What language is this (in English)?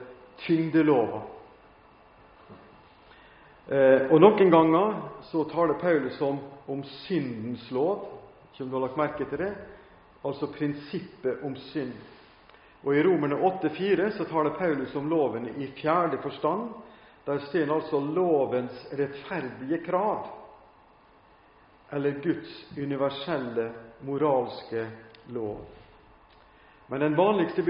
Norwegian